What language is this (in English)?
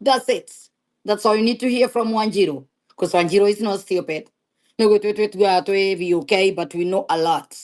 Kikuyu